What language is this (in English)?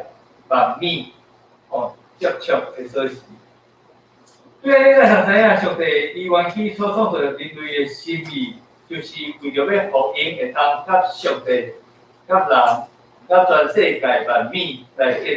Min Nan Chinese